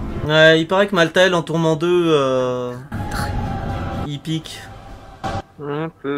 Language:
French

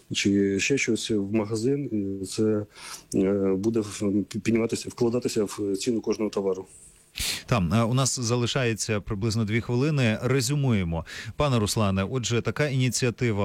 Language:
Ukrainian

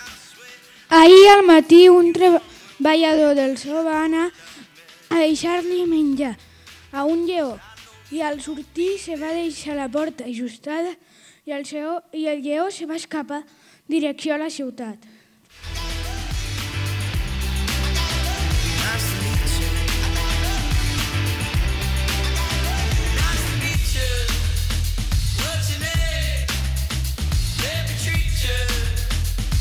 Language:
Catalan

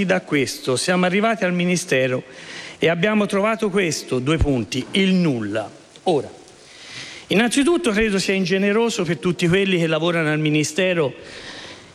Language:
Italian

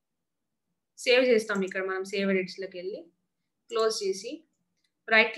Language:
Telugu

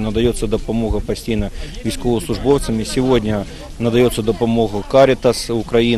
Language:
Ukrainian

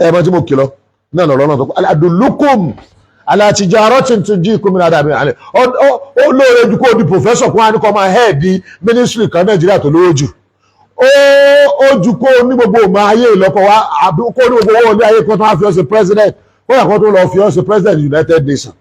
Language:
Yoruba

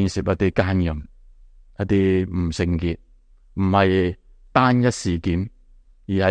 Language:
Cantonese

